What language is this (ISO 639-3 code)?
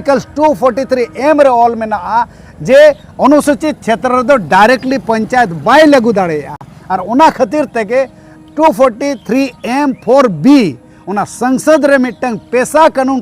sat